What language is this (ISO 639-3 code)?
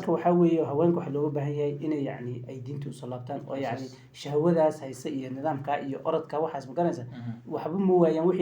som